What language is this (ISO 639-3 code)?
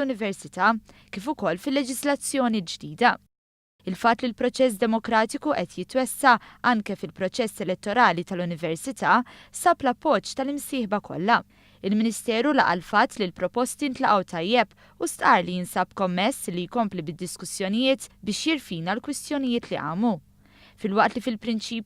mlt